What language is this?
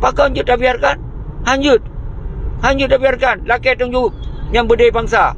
Achinese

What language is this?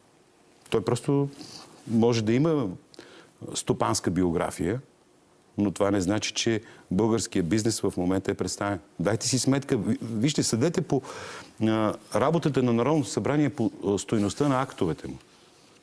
Bulgarian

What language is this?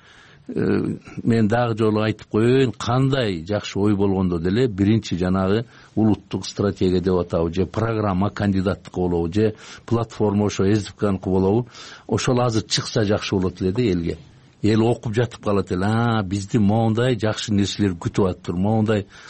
Kyrgyz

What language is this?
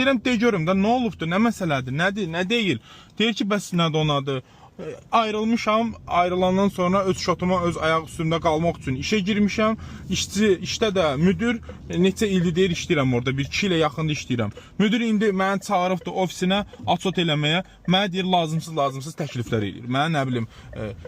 Azerbaijani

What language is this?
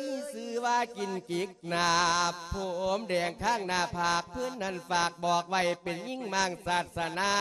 Lao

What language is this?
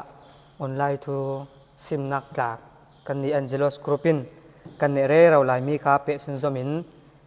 Falam Chin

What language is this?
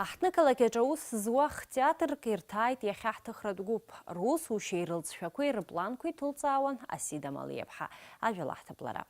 Abkhazian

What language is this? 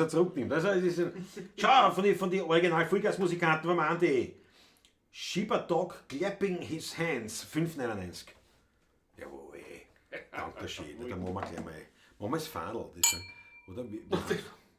Bavarian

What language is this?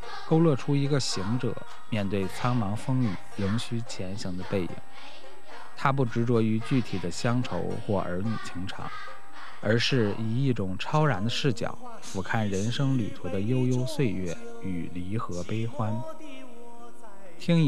Chinese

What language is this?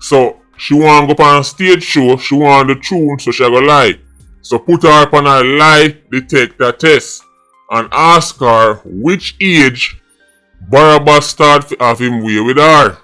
Jamaican Creole English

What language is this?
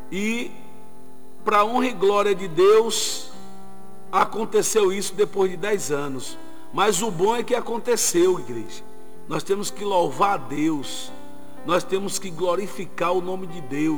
Portuguese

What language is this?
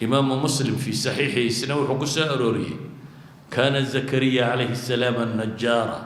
Somali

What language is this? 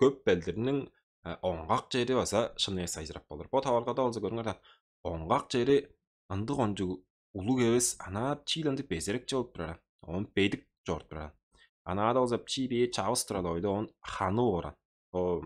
Tuvinian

